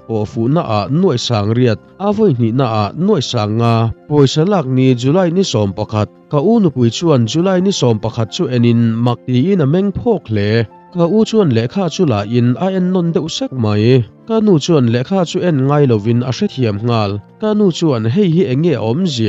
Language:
Mizo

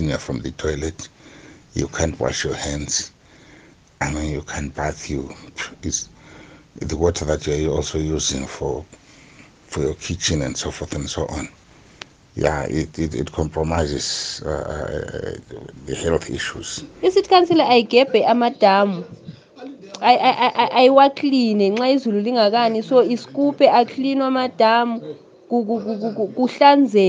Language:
North Ndebele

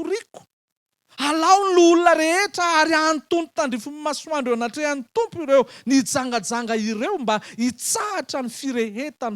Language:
Malagasy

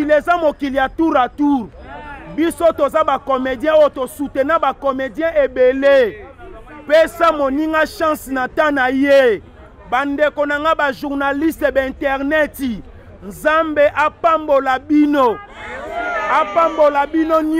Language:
Lingala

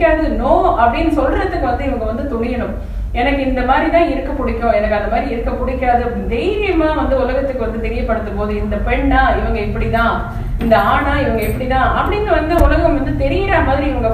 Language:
Tamil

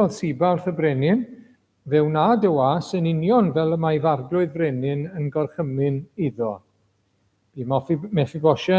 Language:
Welsh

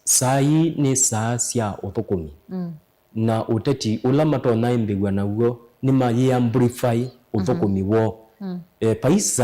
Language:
Kamba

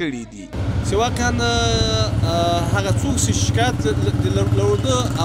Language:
Pashto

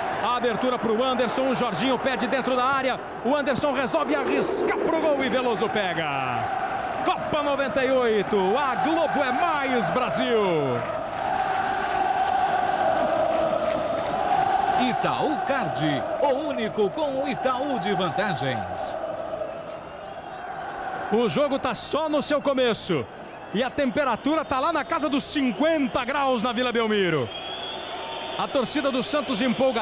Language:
Portuguese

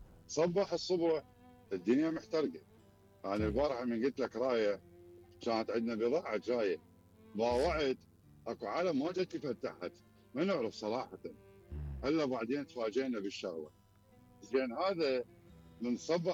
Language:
Mesopotamian Arabic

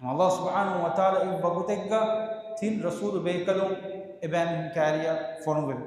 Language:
Divehi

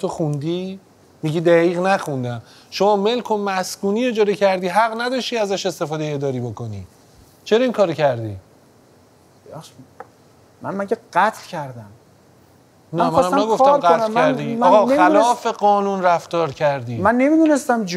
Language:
Persian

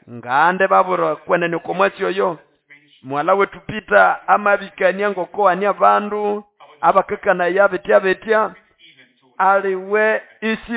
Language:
Nande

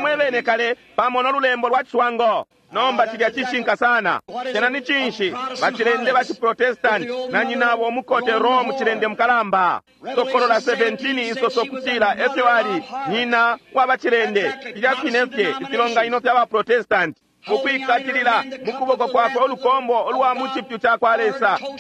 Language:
Bemba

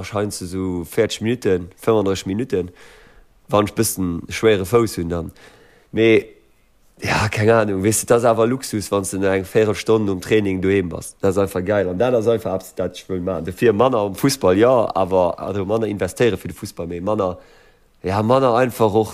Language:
Luxembourgish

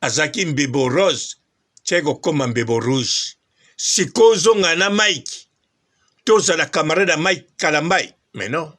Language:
Lingala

